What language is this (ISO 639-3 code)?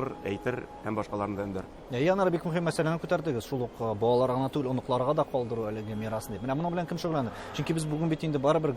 tat